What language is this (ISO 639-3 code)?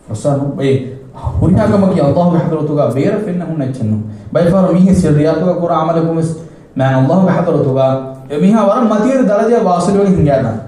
div